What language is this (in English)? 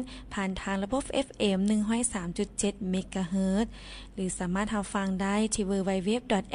Lao